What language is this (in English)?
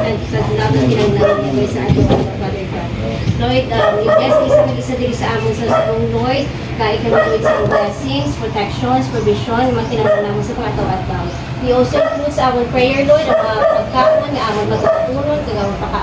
Hiligaynon